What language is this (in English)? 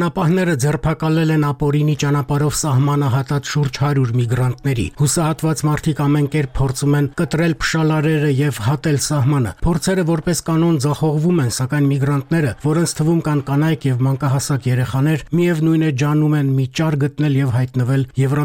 Armenian